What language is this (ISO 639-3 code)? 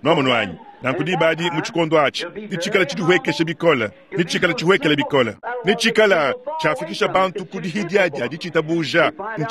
lua